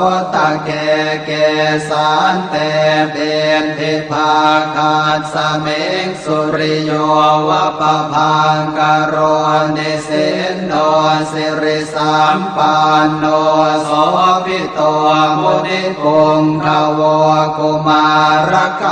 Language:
Pali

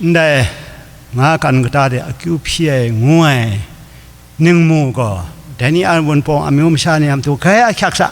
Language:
Kachin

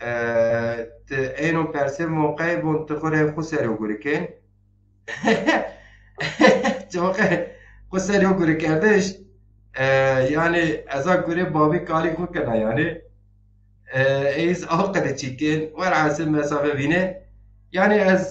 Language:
Zaza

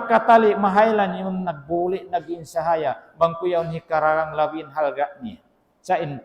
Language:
Tausug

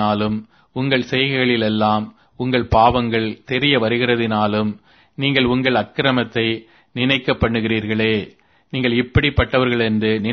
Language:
Tamil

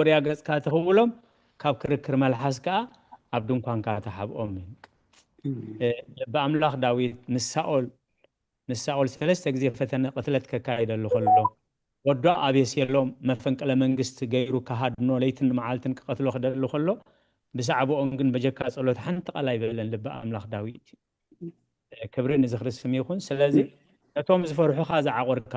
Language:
Tigrinya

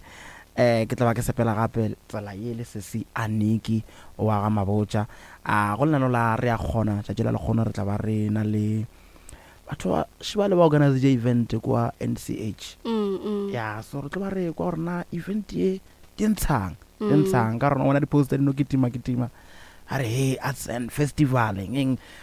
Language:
Northern Sotho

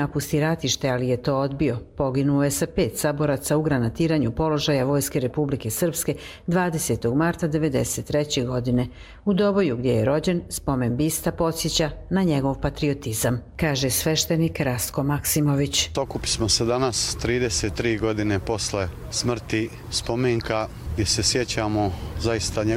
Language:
Croatian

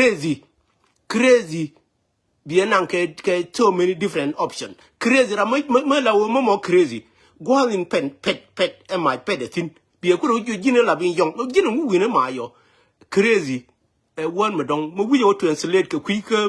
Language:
Nuer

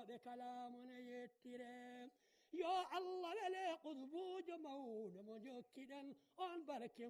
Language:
Fula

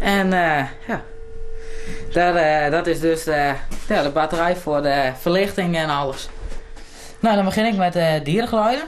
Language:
Western Frisian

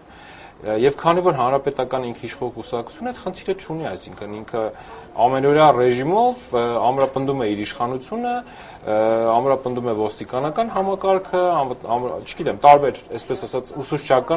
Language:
Armenian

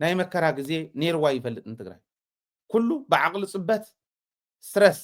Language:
Tigrinya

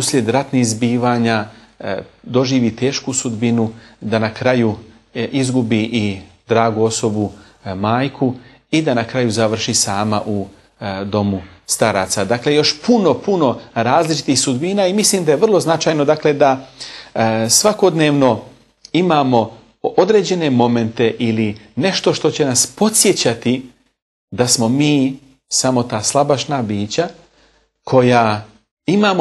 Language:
Bosnian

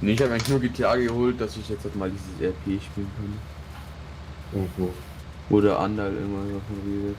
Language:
Bavarian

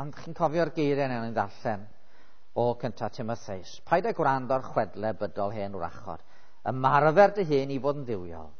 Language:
Welsh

